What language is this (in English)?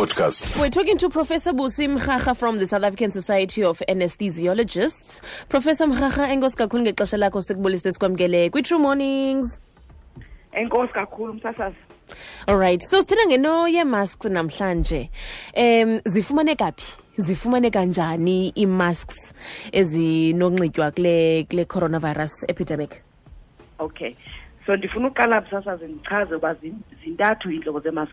Xhosa